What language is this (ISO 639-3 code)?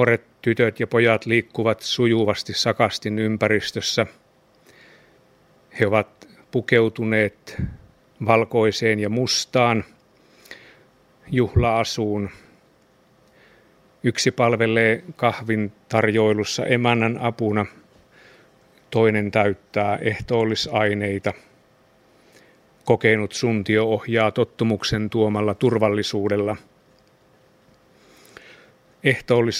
fin